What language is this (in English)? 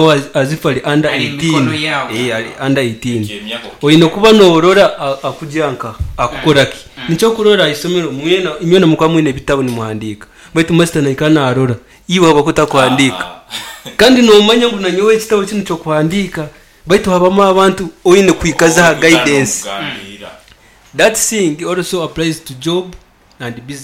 Nyoro